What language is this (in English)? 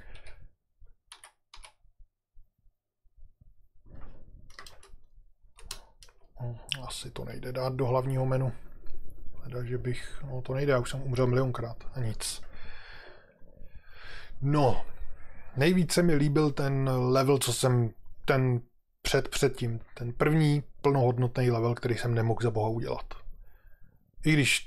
Czech